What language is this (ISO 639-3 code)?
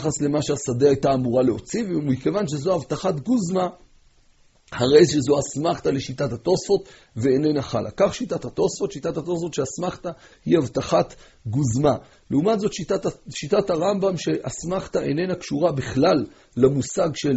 heb